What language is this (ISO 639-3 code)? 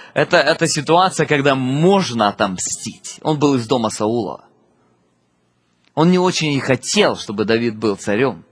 rus